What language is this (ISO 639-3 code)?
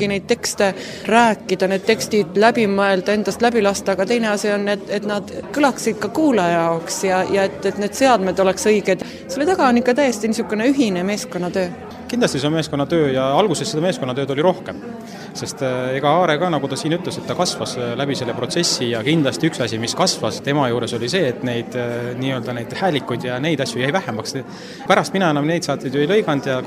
est